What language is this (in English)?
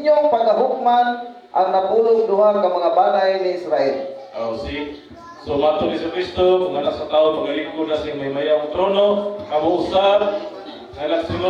Cebuano